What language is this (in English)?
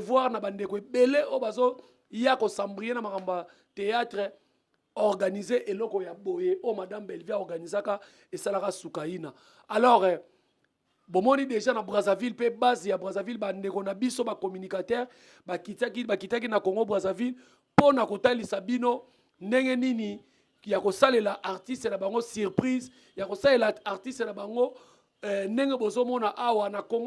Lingala